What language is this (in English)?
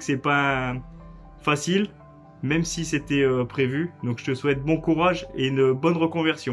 French